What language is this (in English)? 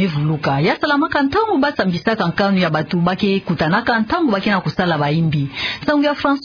Kituba (Democratic Republic of Congo)